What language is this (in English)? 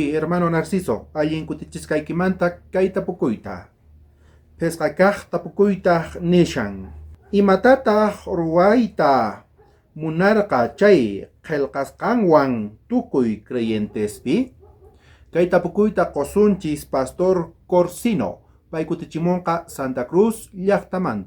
South Bolivian Quechua